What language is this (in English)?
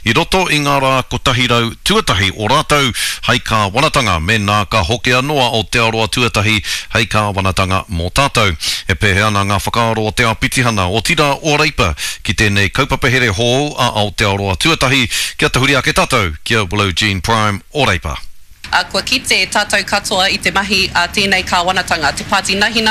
Māori